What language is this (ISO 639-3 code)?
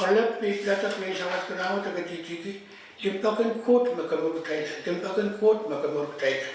pon